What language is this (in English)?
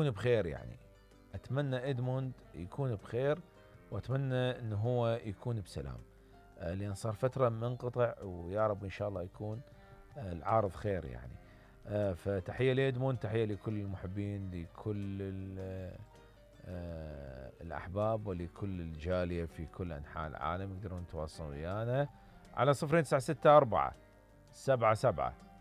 Mesopotamian Arabic